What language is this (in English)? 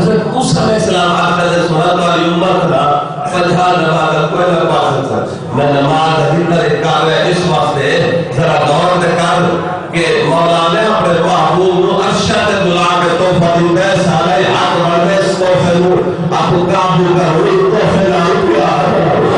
Saraiki